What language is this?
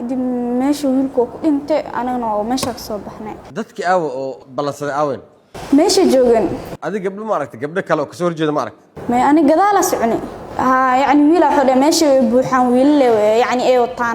Somali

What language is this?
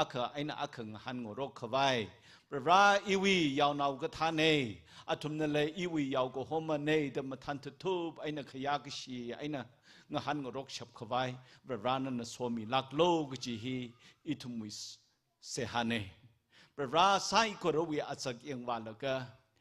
Tangkhul Naga (India)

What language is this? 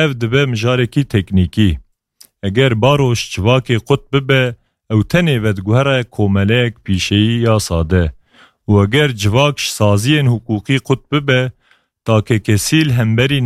Kurdish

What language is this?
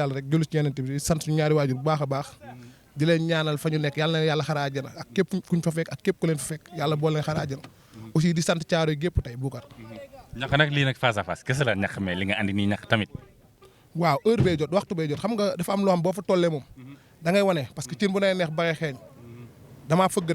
Wolof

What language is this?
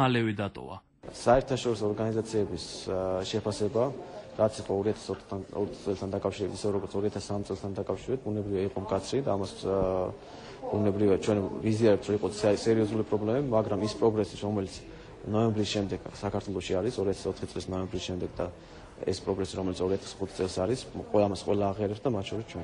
Georgian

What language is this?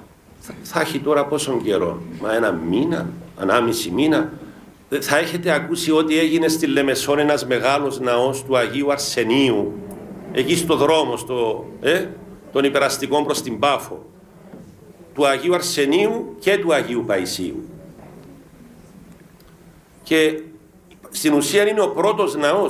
Greek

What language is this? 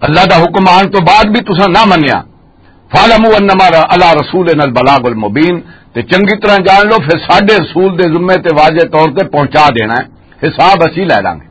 Western Panjabi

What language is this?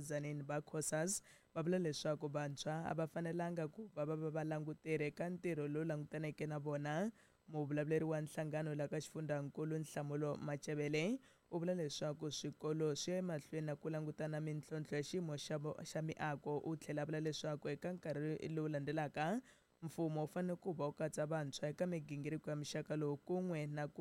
Tsonga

